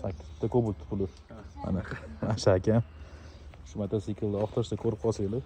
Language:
Uzbek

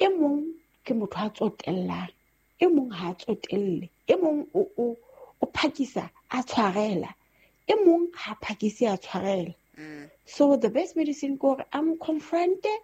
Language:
Southern Sotho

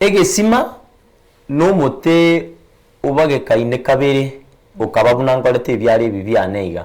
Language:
Gusii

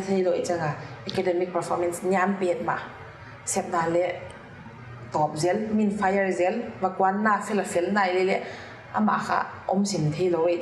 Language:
Paite Chin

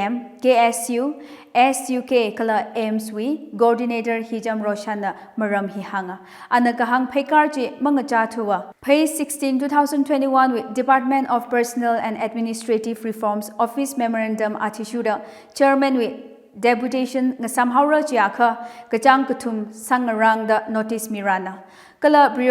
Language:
Tangkhul Naga (India)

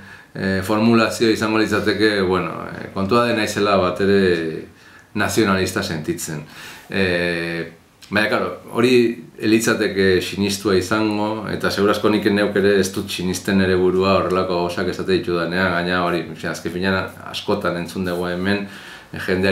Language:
Basque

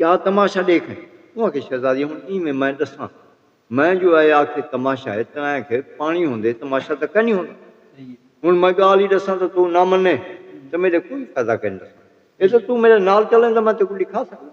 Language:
Saraiki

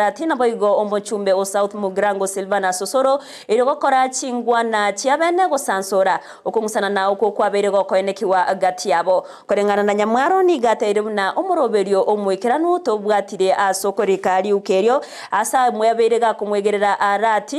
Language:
Gusii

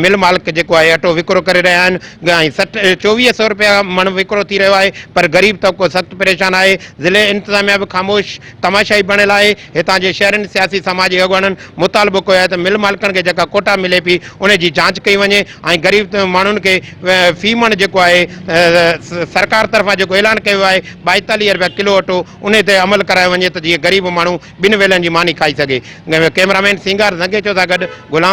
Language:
Sindhi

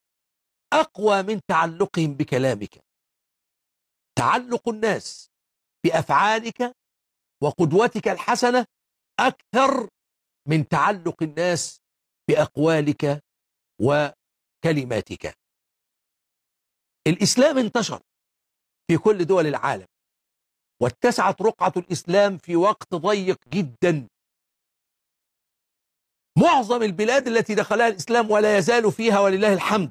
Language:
Arabic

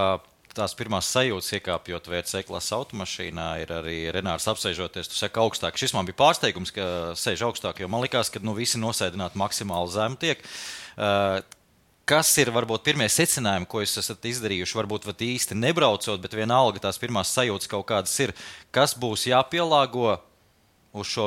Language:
Latvian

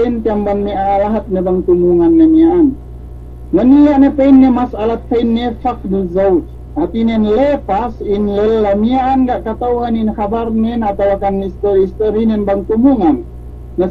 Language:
Yakan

